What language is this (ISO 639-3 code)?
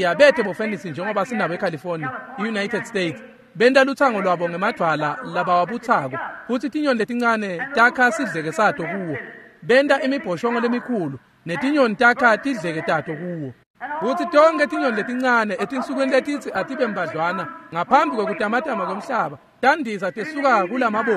ssw